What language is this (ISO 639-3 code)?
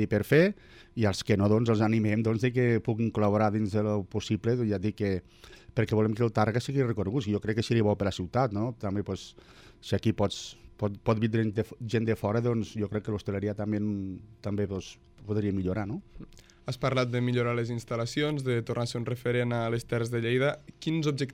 cat